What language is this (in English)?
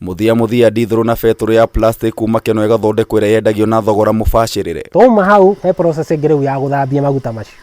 Kikuyu